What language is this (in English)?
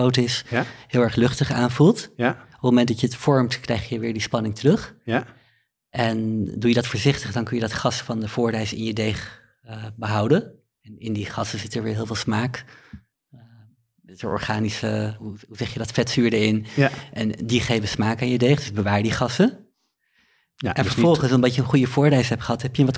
Dutch